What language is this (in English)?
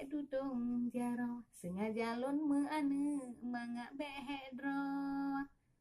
Achinese